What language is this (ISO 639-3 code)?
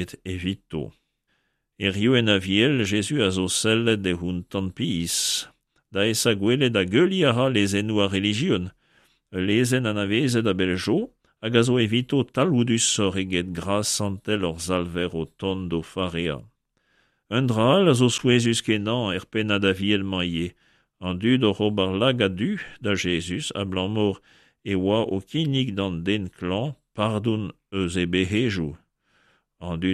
bre